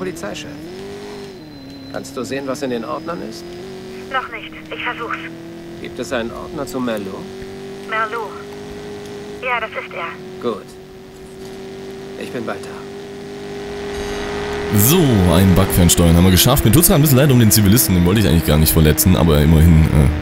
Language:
German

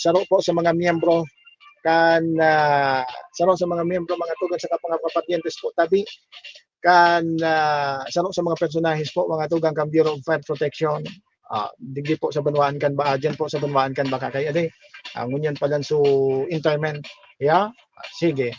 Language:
Bikol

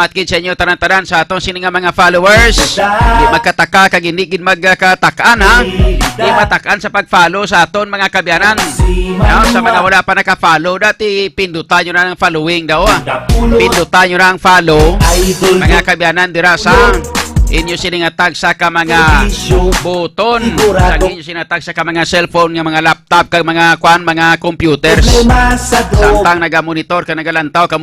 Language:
Hiligaynon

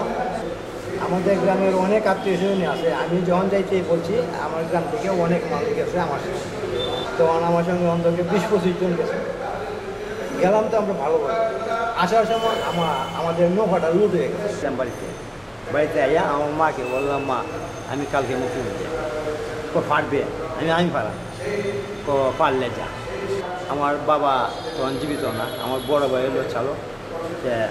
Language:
Bangla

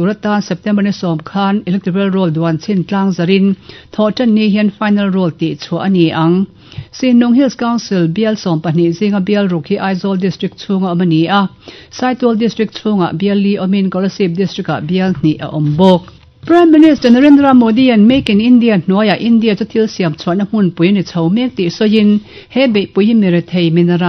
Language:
Mizo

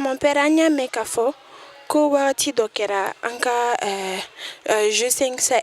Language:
Bambara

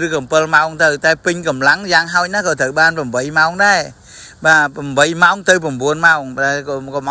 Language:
Khmer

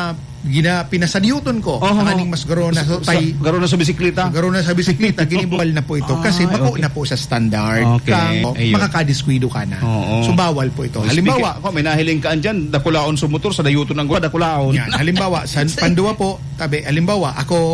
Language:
Bikol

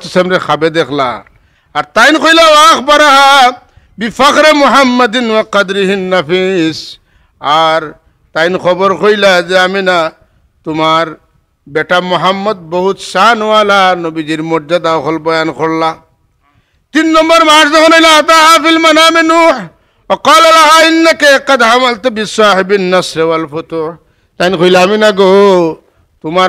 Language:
Sylheti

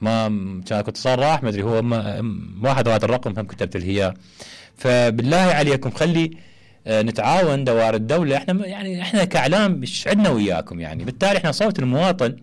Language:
Mesopotamian Arabic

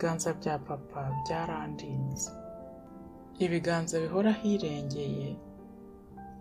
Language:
Kinyarwanda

